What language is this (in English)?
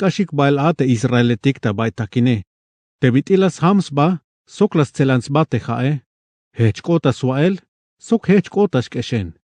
Tzeltal